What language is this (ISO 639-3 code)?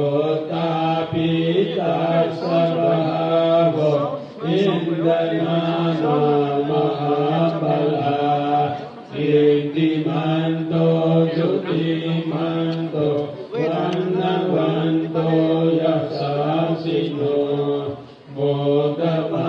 pli